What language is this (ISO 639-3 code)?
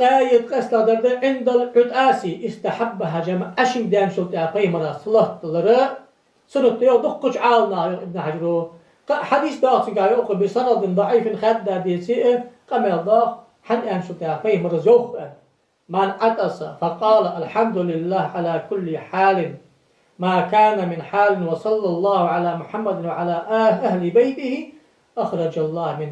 inh